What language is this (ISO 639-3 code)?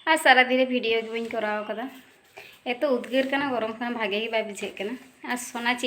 sat